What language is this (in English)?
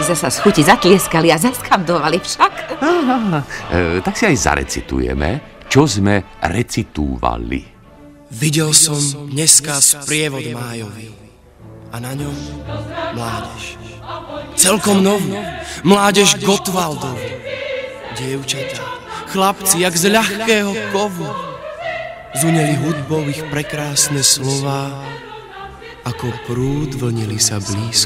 Slovak